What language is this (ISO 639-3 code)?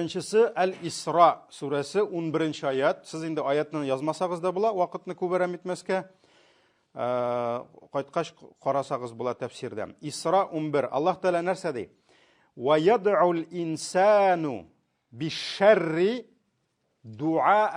tat